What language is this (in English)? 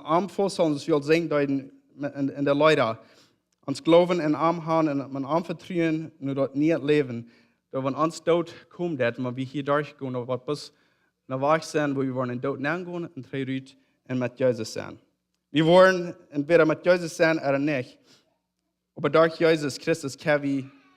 Plautdietsch